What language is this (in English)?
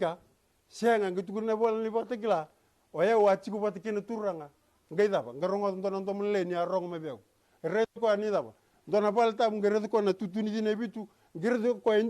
Fijian